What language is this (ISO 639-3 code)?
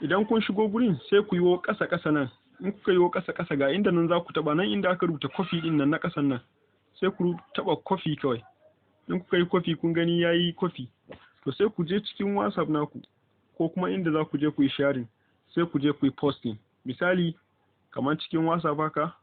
hau